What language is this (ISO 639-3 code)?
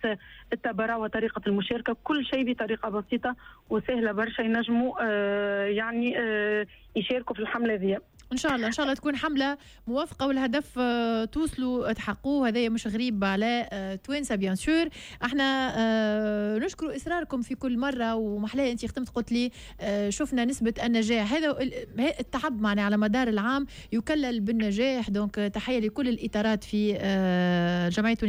aeb